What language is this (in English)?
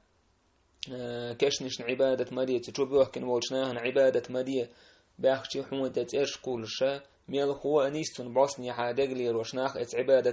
Chechen